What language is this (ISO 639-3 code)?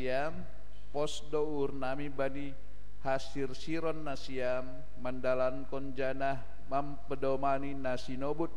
bts